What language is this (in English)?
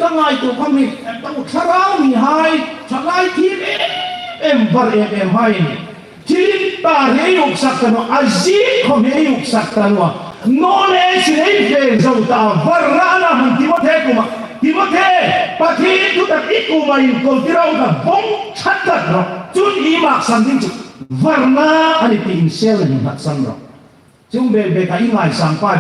Hmar